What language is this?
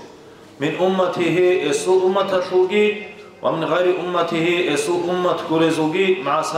Avaric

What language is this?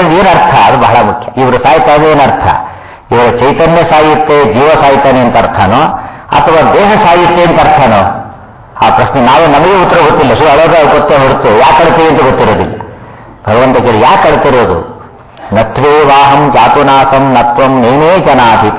Kannada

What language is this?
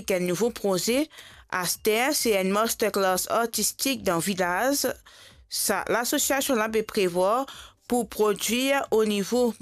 Morisyen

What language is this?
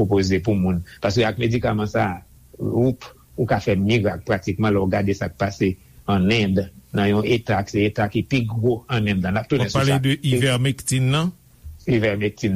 Haitian Creole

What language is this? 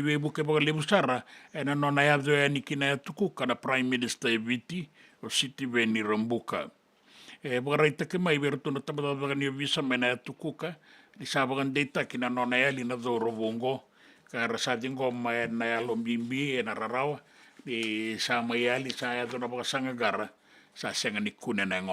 Fijian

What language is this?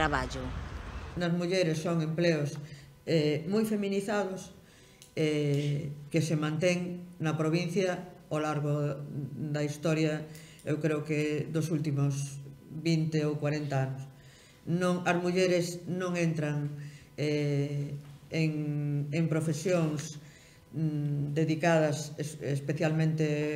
Galician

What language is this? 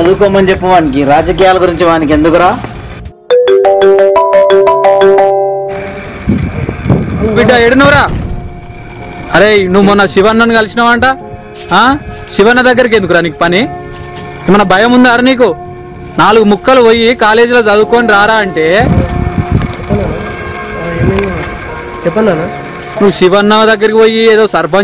Telugu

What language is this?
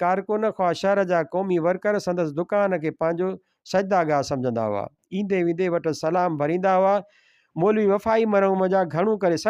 Sindhi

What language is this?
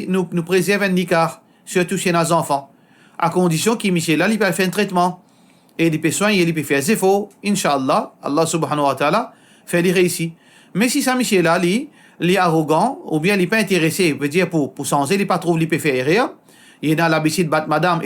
Morisyen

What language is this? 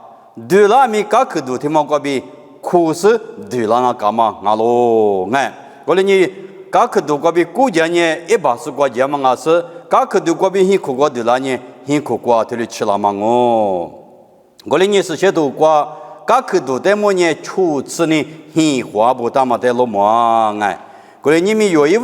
Lisu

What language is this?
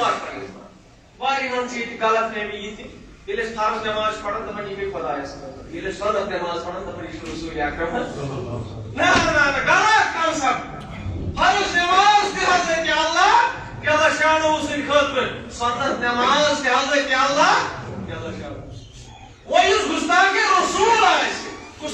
Kashmiri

